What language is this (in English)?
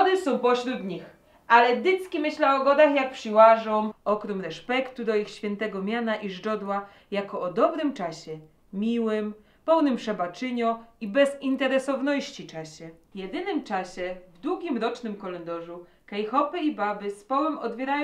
Silesian